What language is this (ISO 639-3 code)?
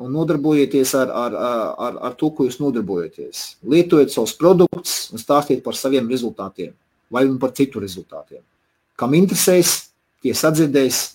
lav